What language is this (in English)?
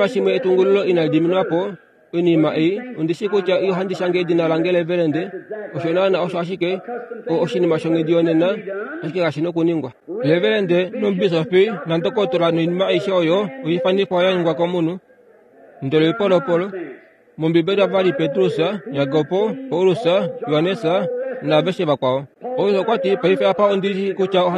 Kuanyama